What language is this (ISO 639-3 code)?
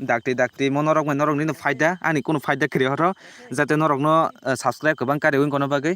trp